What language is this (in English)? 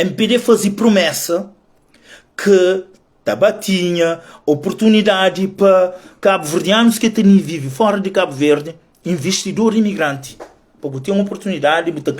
Kabuverdianu